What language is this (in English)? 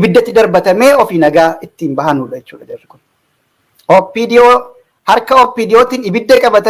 Oromo